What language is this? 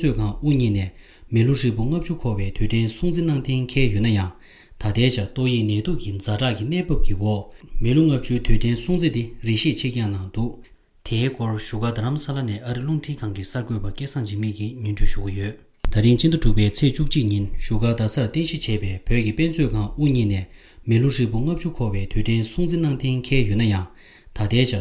Latvian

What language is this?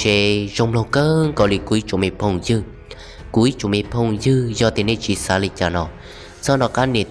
Hmong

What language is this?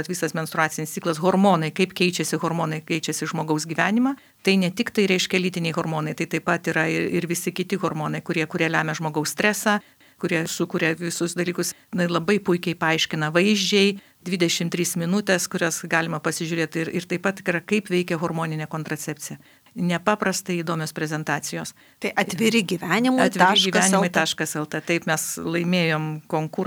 Lithuanian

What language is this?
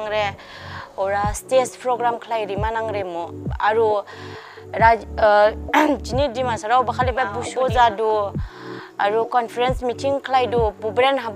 Dimasa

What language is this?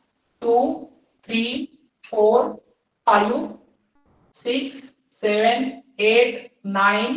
Marathi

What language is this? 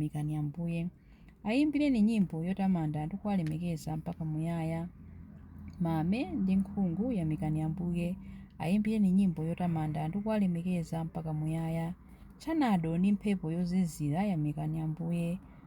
Nyanja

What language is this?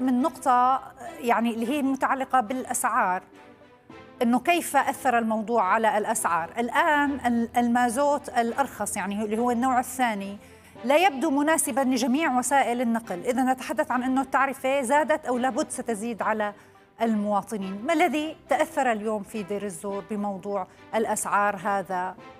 Arabic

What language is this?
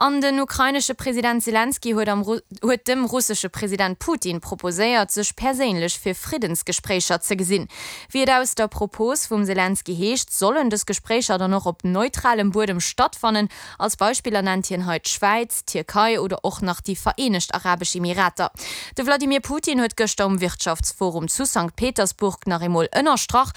Luxembourgish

